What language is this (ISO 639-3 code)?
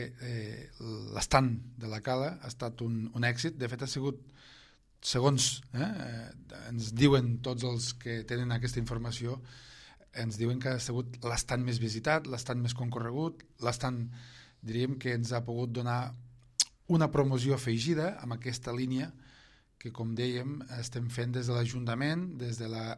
cat